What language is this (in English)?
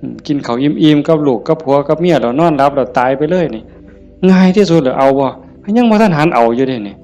Northeastern Thai